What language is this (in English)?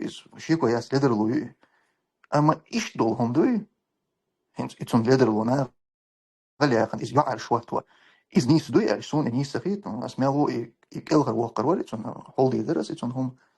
Chechen